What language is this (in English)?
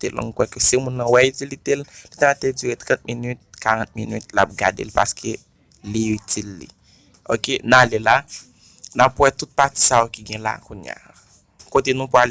Haitian Creole